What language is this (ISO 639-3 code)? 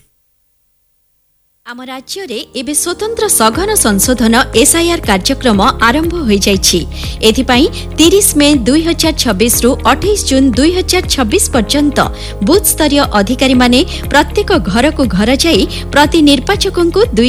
ori